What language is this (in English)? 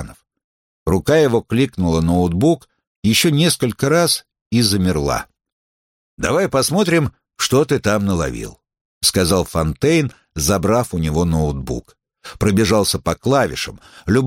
Russian